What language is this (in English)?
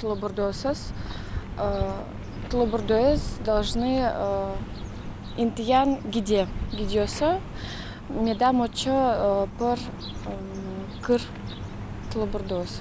Udmurt